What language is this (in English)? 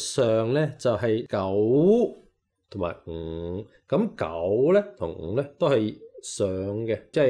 Cantonese